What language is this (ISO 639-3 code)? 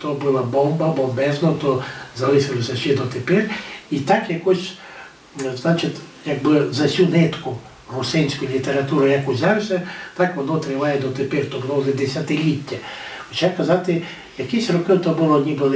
rue